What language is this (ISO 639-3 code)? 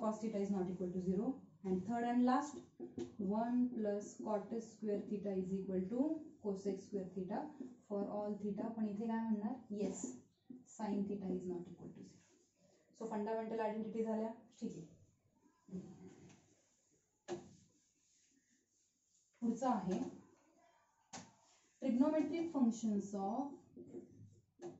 mar